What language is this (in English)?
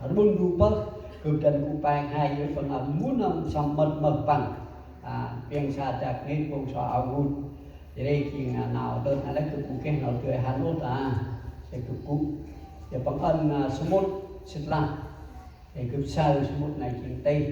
Central Mnong